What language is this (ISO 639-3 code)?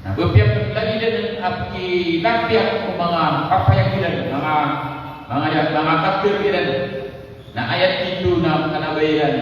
mrw